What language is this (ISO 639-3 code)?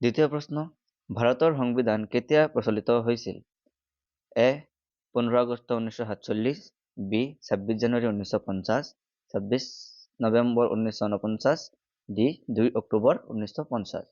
asm